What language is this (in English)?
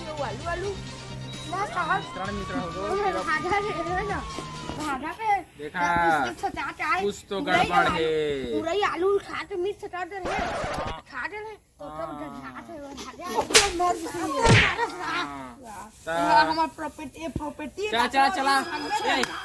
Chhattisgarhi